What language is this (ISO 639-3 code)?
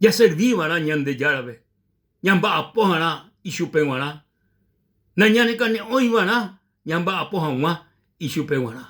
grn